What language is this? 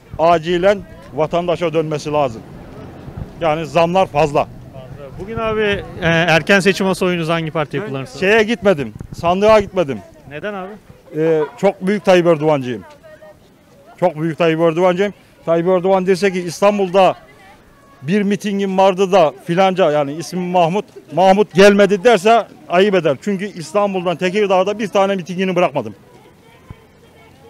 Turkish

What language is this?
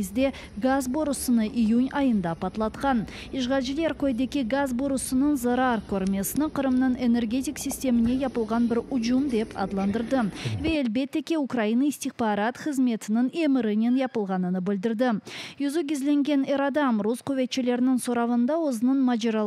Crimean Tatar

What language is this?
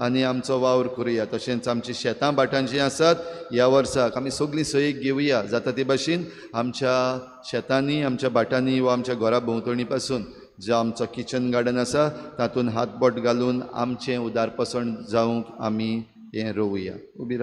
Konkani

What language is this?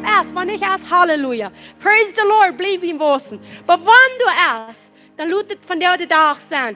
Plautdietsch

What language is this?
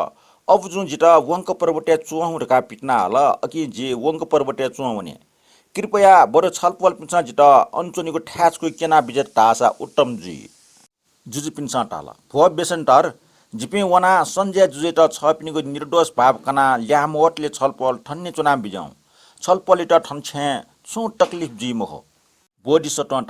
Newari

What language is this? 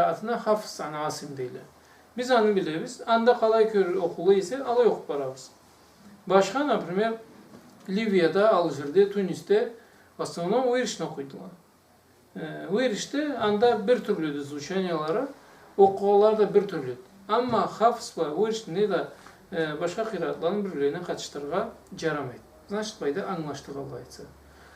Karachay-Balkar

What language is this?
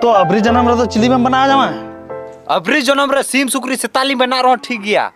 Santali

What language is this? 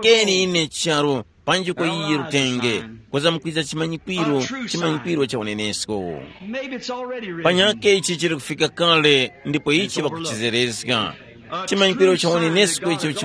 Tumbuka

